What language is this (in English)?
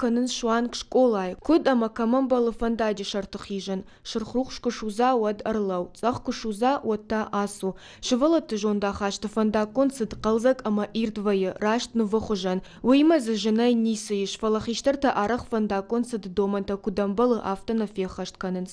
Ossetic